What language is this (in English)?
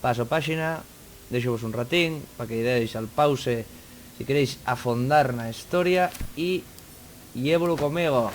Asturian